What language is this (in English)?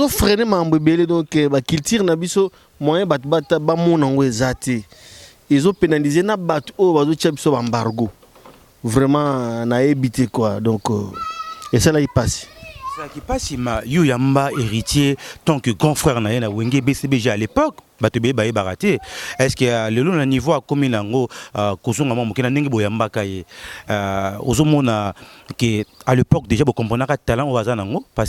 Lingala